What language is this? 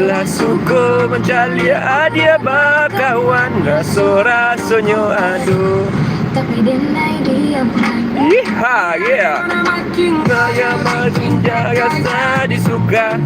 Minangkabau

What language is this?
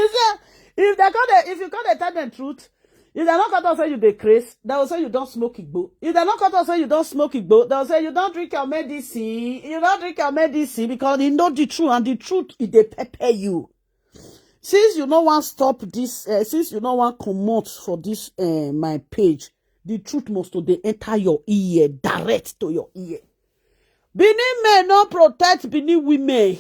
Nigerian Pidgin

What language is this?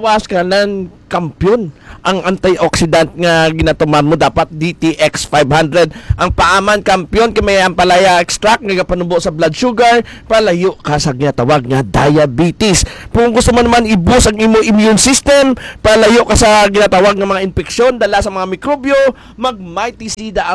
Hiligaynon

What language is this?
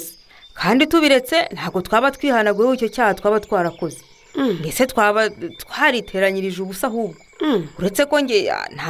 Kinyarwanda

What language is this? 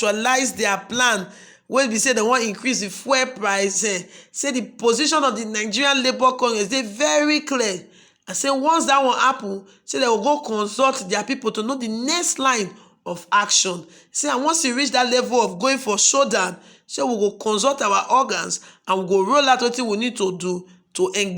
Nigerian Pidgin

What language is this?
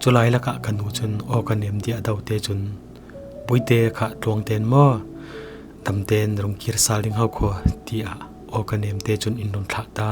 Falam Chin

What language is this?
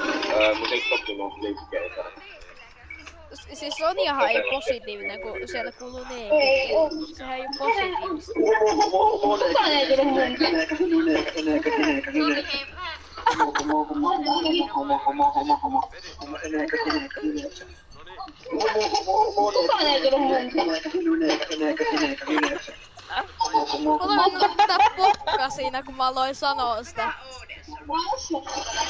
Finnish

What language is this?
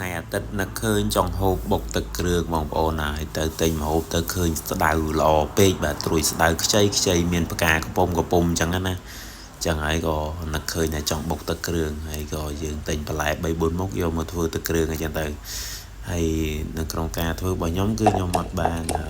Khmer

